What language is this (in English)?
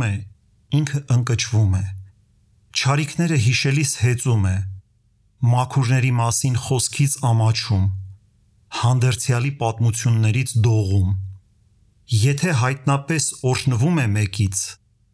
Armenian